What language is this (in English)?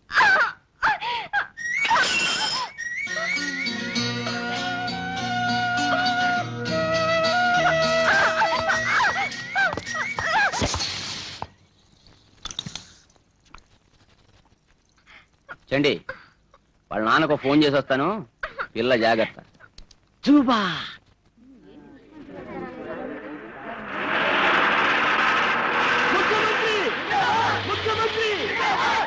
Telugu